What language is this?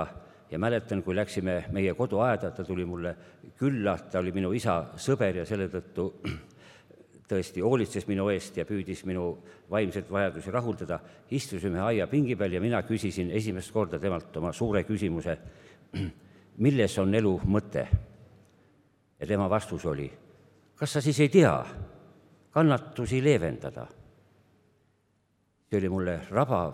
Estonian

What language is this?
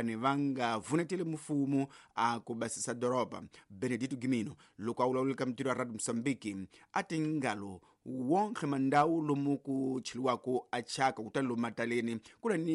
Tsonga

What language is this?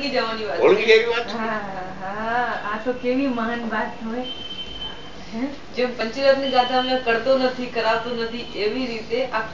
Gujarati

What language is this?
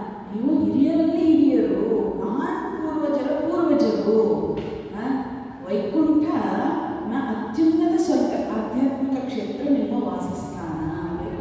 Kannada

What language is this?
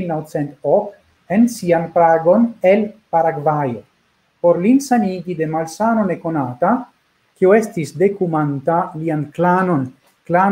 Esperanto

